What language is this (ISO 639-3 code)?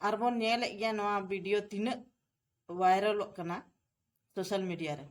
sat